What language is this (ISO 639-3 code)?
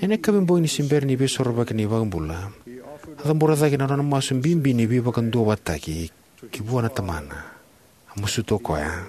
fij